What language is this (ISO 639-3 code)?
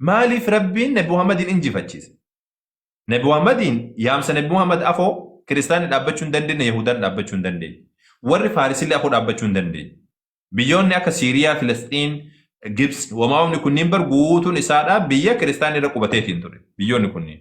orm